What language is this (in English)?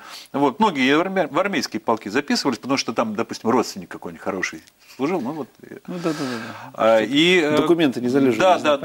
Russian